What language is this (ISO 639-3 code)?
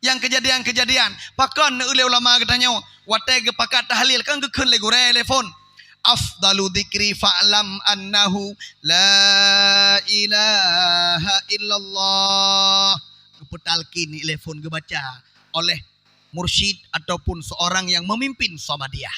ace